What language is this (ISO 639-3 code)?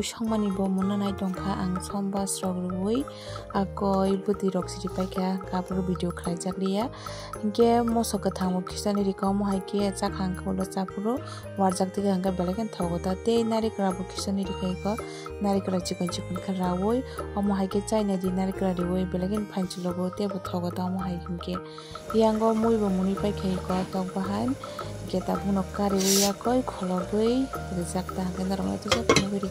trp